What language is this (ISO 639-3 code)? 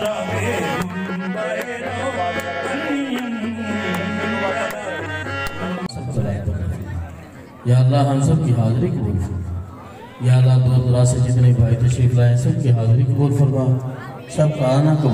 urd